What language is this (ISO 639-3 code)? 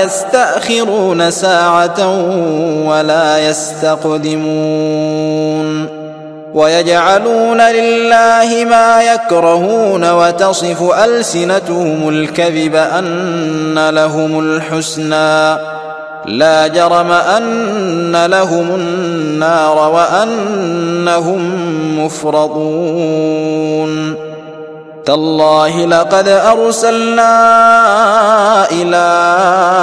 ara